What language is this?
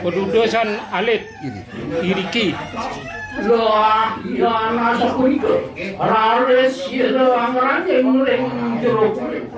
Balinese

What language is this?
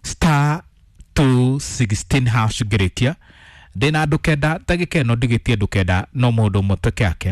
Kikuyu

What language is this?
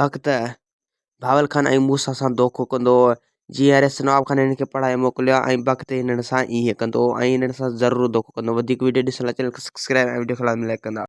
Sindhi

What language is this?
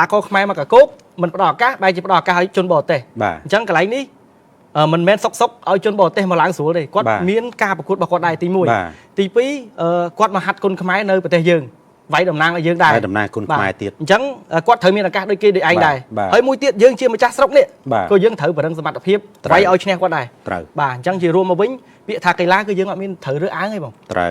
Khmer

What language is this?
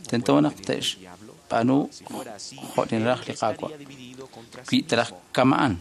Kekchí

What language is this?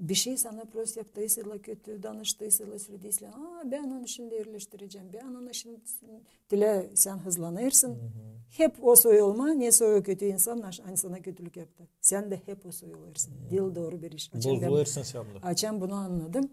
Gagauz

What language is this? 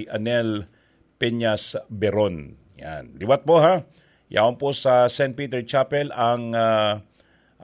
Bikol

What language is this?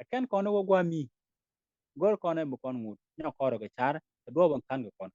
Nuer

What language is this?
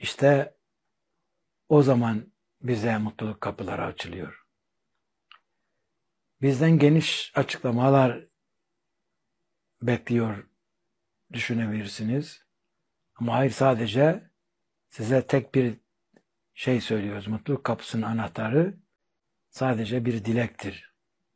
Turkish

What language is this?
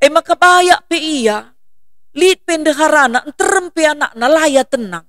Batak Karo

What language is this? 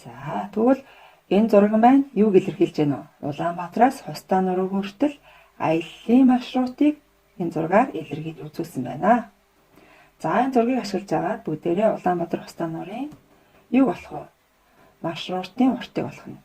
Mongolian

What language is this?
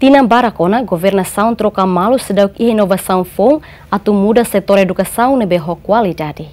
Tetum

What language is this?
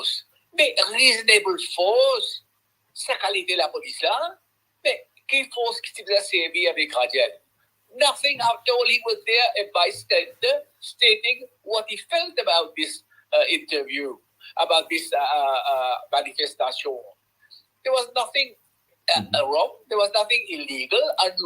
Morisyen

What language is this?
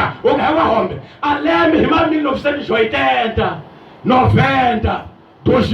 Tsonga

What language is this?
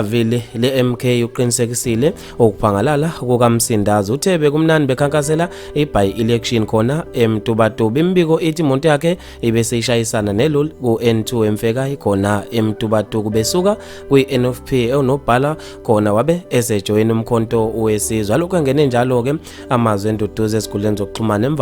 Zulu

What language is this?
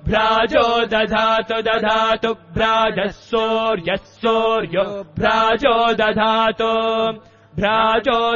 Sanskrit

